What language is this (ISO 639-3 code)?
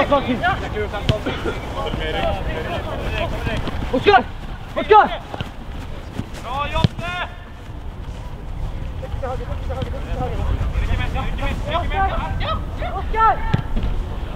swe